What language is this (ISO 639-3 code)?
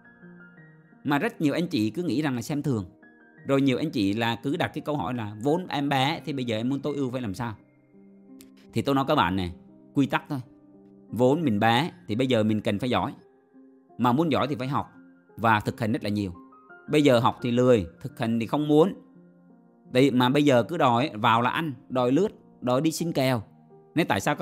vie